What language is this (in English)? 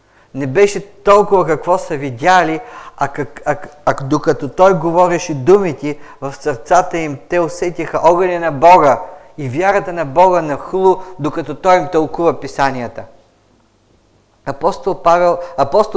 Bulgarian